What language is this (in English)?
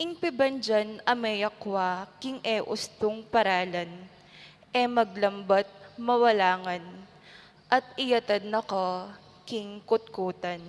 Pampanga